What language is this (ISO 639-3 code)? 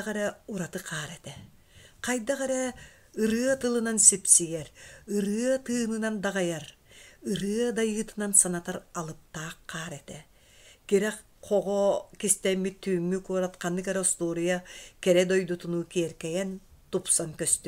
sah